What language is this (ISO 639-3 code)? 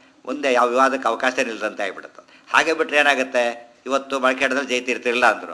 kan